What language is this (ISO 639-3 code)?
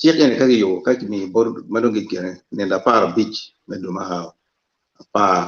ach